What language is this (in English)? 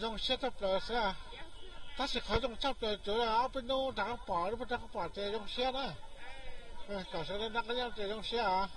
Hmong